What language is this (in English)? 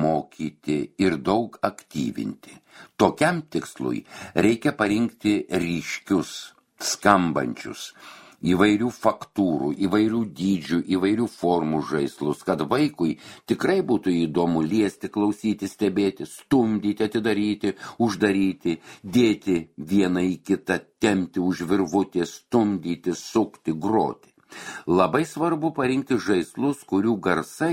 Lithuanian